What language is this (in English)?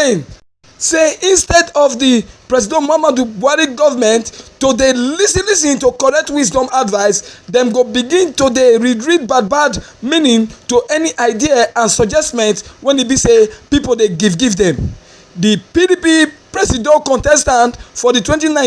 Nigerian Pidgin